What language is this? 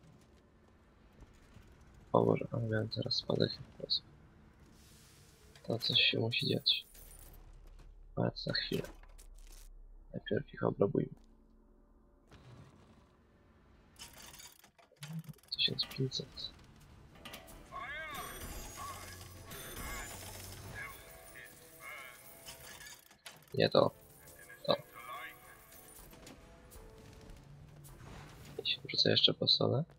Polish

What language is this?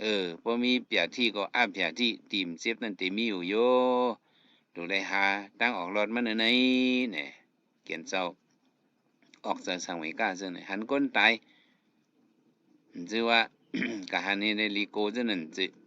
Shan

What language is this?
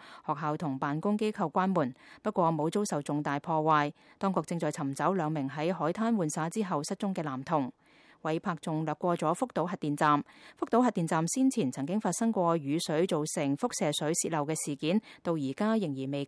Cantonese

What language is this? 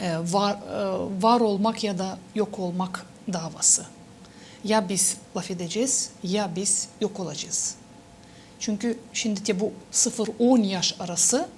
Gagauz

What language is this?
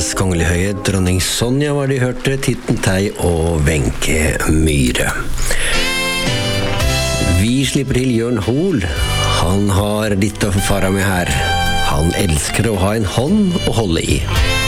Norwegian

